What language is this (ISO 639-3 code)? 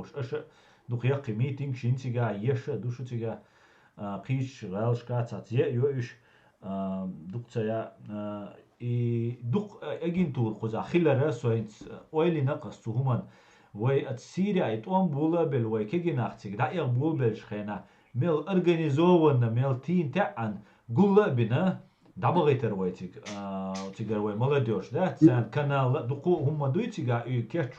che